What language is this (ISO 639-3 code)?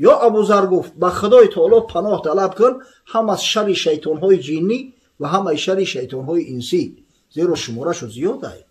tgk